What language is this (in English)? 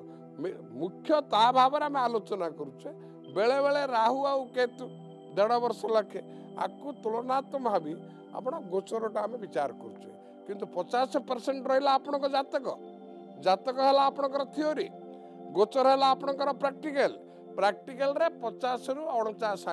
Odia